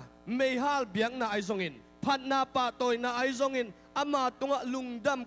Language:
Tedim Chin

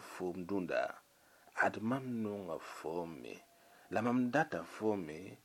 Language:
Mossi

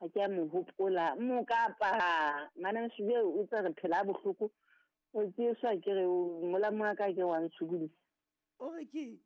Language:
Southern Sotho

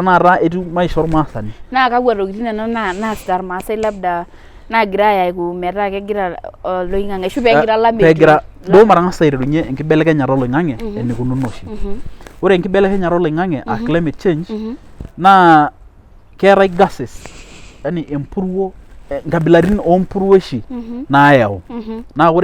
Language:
Masai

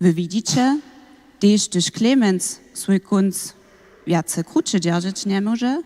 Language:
Upper Sorbian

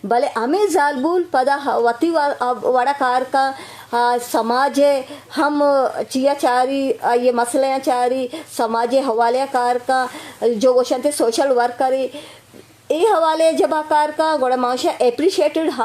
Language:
Eastern Balochi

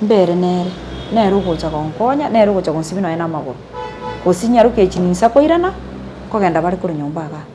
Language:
Gusii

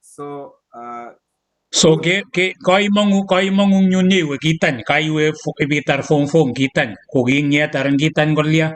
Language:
Kalenjin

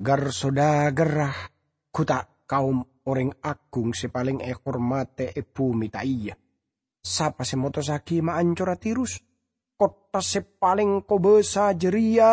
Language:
Madurese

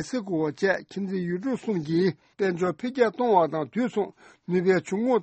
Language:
Tibetan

